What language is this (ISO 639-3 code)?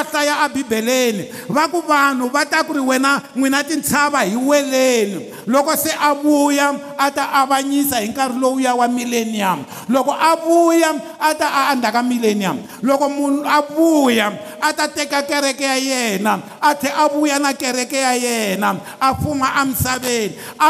tso